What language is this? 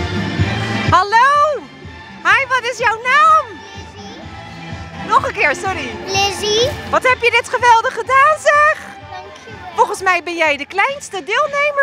Dutch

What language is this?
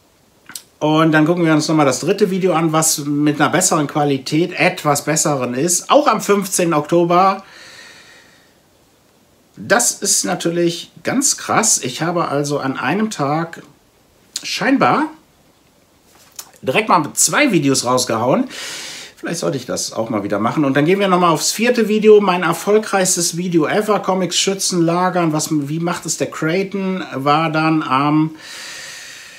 German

